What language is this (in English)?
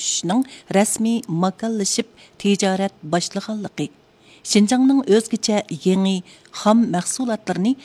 Uyghur